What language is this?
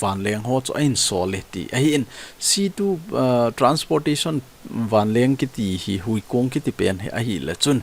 Thado Chin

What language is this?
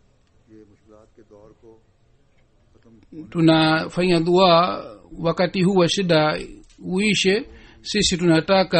Swahili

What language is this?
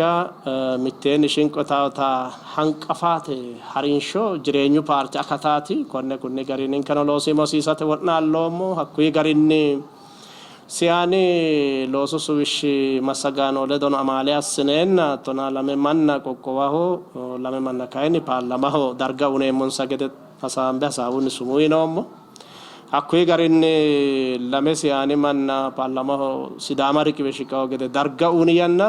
Sidamo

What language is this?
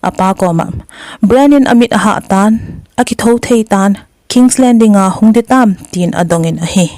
Thado Chin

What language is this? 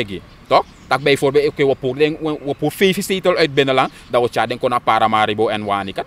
Sranan Tongo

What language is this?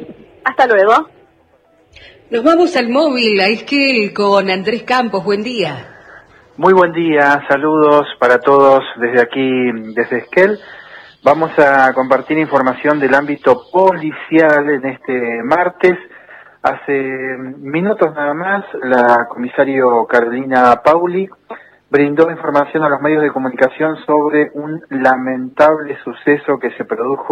Spanish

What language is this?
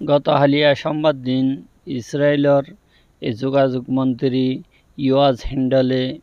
Rohingya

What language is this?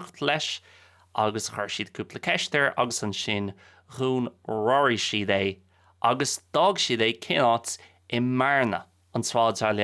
Irish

